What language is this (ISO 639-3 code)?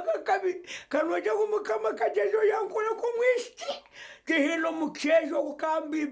nyn